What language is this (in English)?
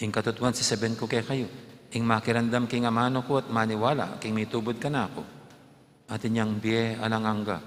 Pampanga